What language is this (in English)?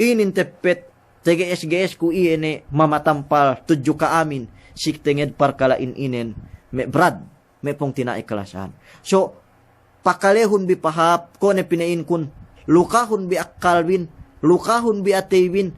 Yakan